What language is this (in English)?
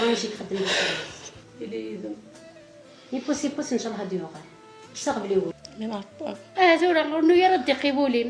Kabyle